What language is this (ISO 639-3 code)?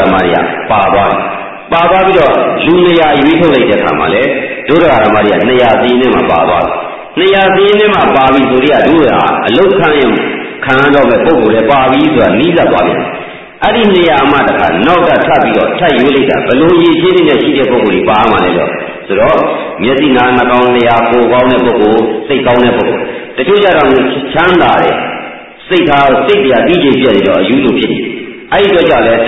mya